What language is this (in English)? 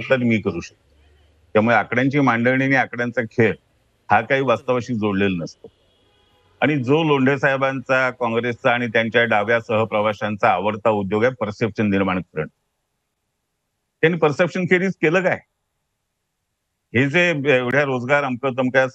Marathi